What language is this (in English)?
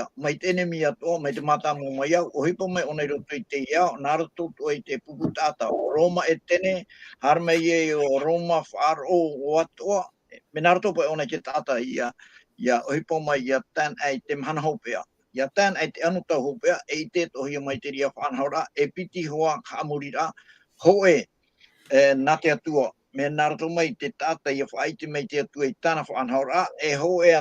Tahitian